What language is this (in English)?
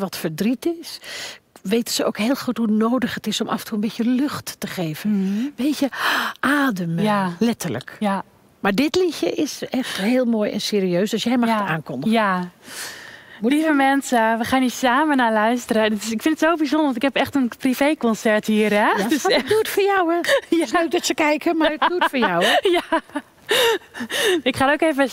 Dutch